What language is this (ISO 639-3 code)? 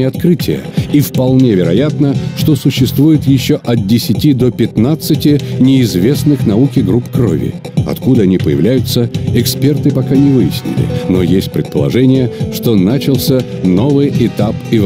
rus